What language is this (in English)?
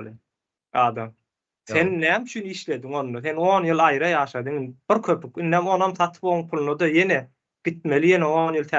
Turkmen